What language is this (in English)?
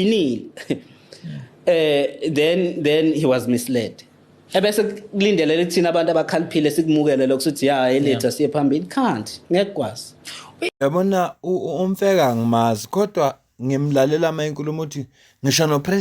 Zulu